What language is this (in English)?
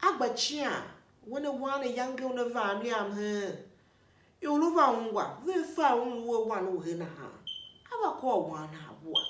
Tiv